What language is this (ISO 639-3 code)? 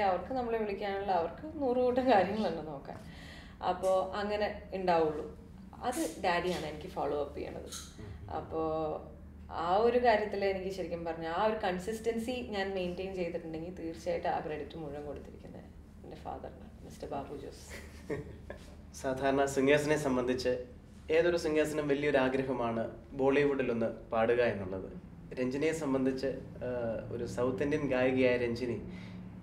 mal